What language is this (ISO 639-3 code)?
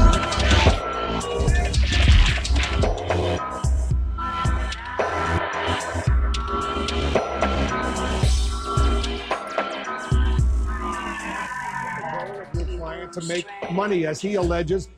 eng